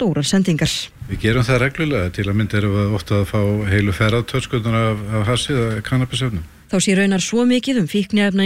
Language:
Icelandic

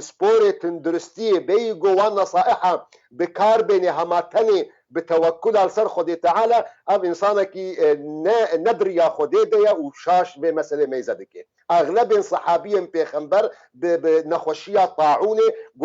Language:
Kurdish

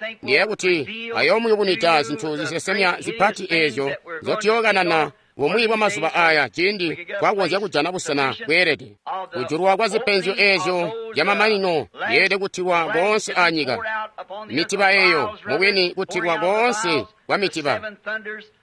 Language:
Tonga (Zambia)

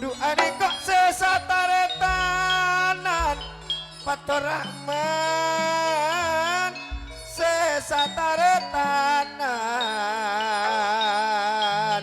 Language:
Madurese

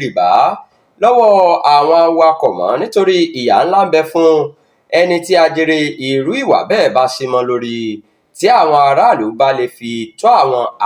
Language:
Yoruba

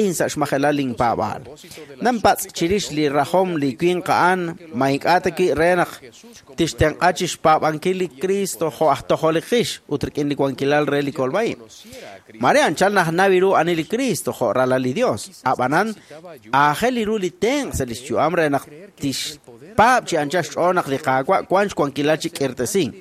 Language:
Kekchí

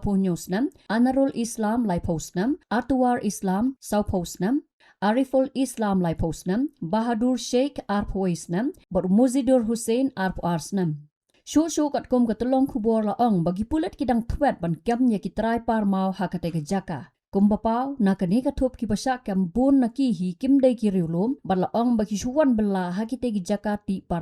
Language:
Khasi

